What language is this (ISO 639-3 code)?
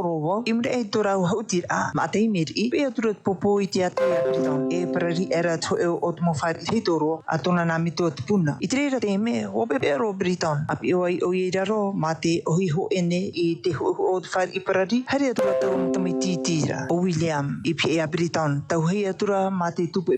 tah